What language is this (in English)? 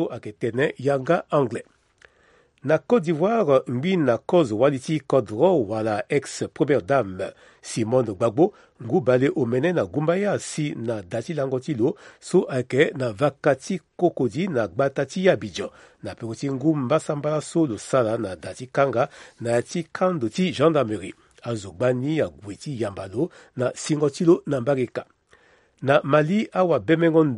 Sango